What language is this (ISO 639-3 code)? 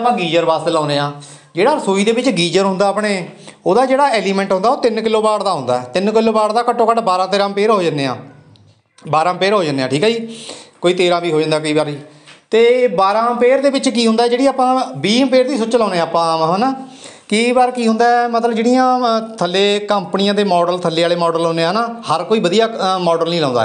pan